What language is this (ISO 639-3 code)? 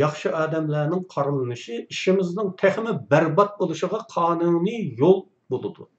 uig